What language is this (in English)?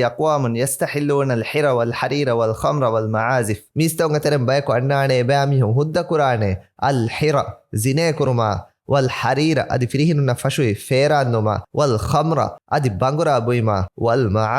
Divehi